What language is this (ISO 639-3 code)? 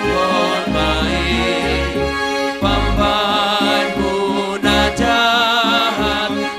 bts